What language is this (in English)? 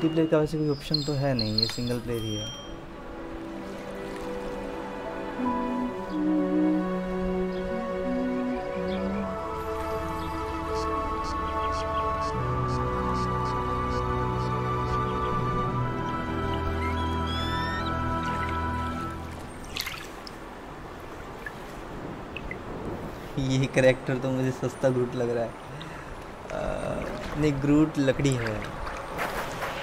Hindi